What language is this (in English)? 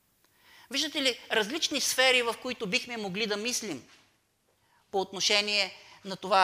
Bulgarian